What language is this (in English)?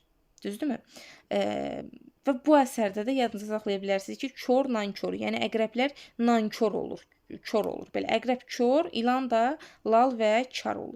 Azerbaijani